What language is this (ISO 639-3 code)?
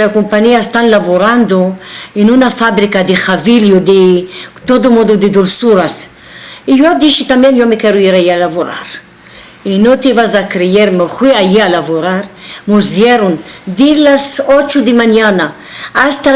lad